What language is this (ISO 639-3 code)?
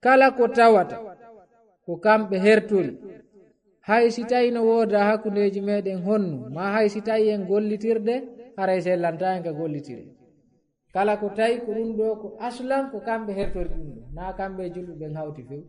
ful